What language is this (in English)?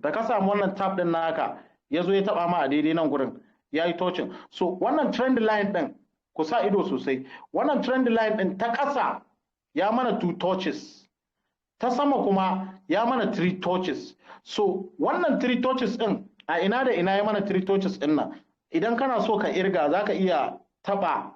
Hausa